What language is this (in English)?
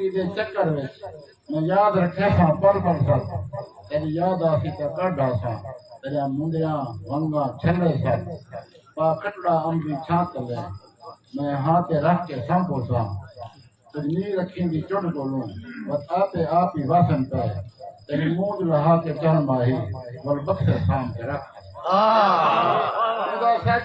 Saraiki